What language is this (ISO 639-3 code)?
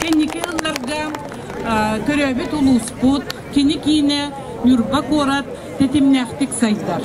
sah